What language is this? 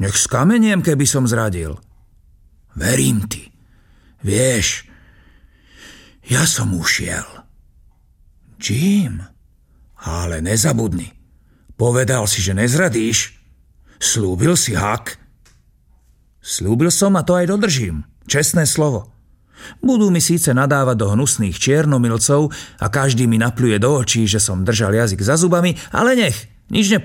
Slovak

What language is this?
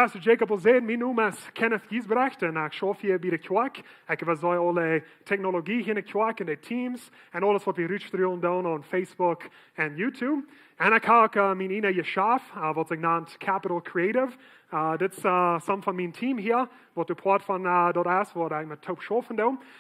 Plautdietsch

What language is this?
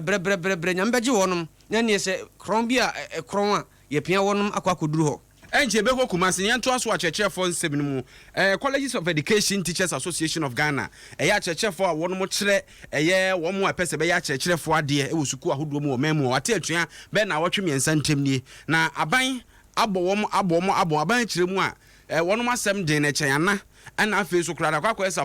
Akan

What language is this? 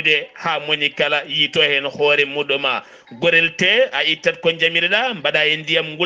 Fula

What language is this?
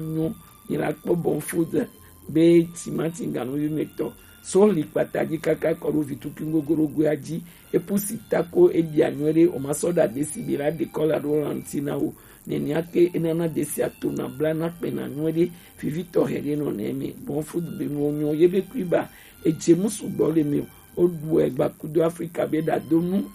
Gen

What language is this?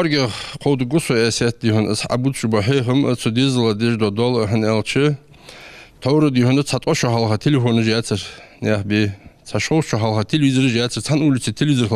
Ingush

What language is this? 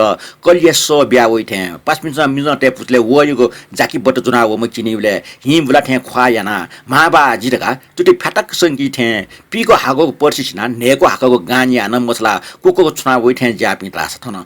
Newari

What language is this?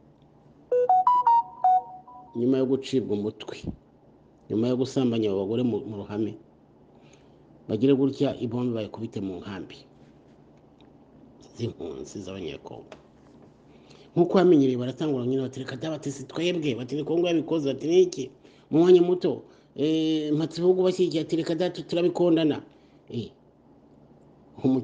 Kinyarwanda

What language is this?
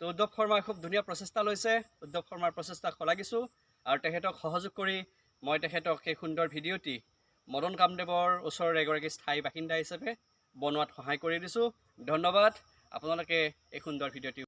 Assamese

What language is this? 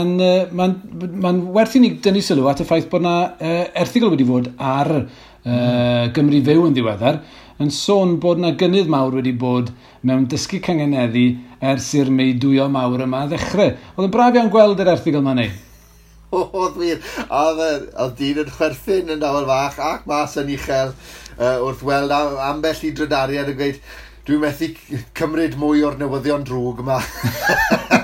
Welsh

